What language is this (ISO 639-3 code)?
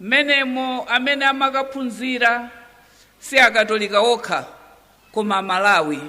nya